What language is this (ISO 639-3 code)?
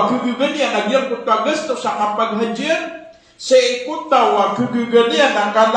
mrw